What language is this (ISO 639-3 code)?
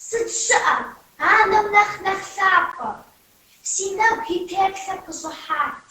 kbd